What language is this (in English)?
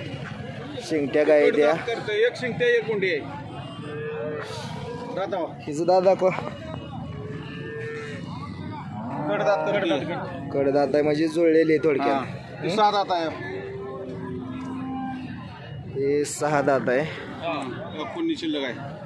Marathi